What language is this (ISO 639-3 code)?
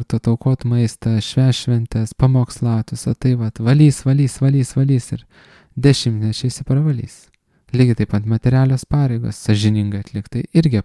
lit